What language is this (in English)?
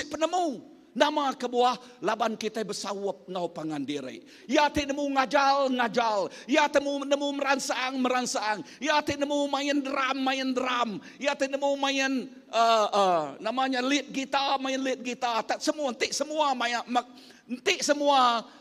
Iban